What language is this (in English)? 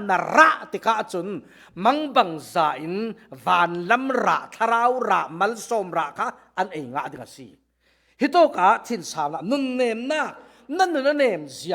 Falam Chin